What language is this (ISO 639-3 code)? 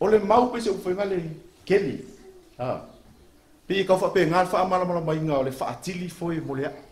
smo